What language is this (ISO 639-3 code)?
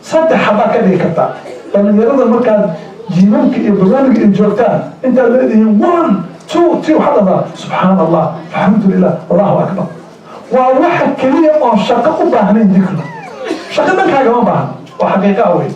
som